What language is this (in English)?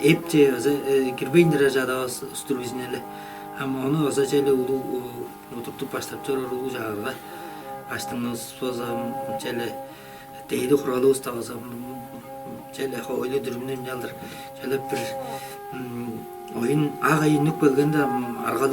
Tuvinian